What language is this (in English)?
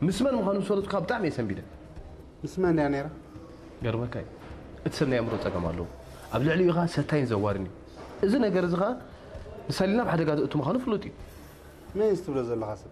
Tigrinya